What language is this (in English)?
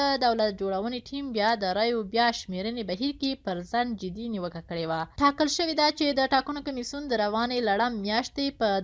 Pashto